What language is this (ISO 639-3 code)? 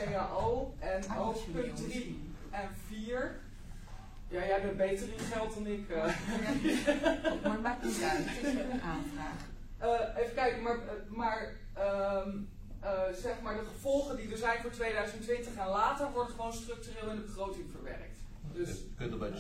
nld